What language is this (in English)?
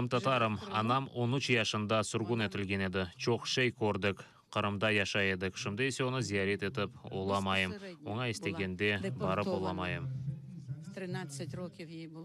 Crimean Tatar